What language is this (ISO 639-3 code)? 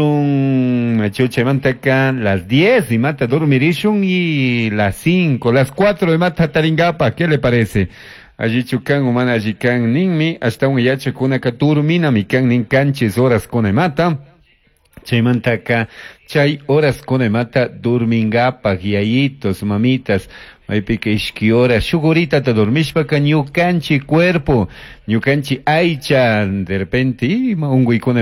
qug